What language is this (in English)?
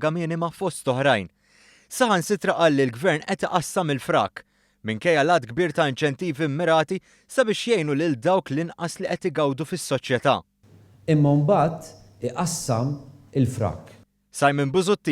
Maltese